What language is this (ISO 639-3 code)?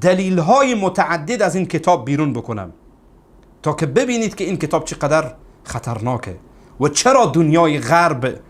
fas